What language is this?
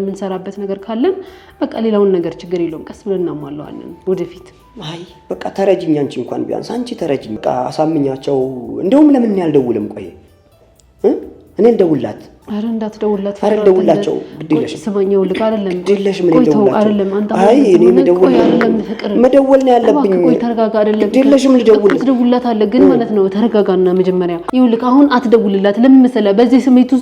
Amharic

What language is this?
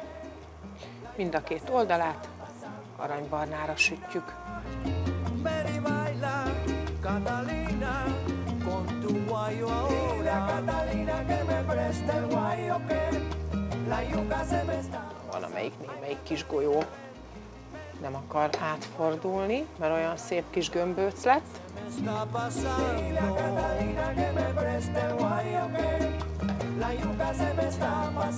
Hungarian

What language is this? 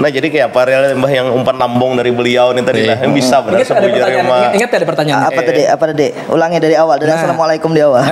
Banjar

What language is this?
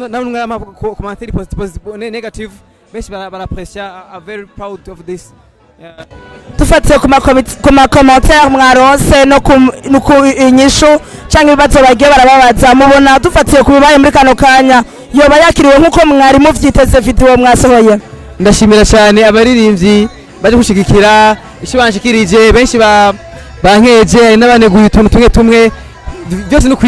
Rundi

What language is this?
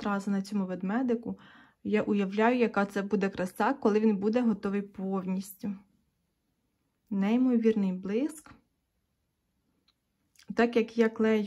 Ukrainian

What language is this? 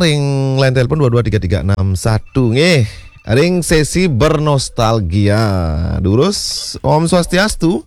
Balinese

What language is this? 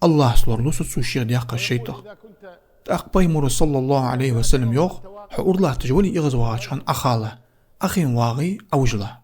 Ingush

